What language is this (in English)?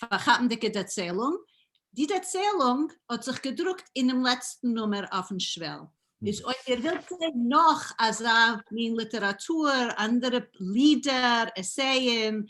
Yiddish